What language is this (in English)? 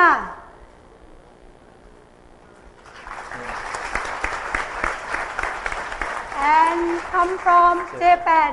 Thai